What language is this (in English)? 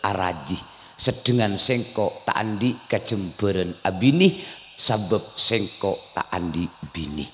Madurese